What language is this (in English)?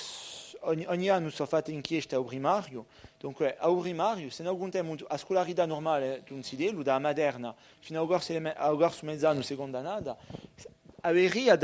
Corsican